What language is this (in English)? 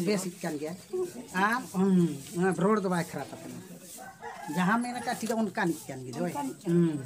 Santali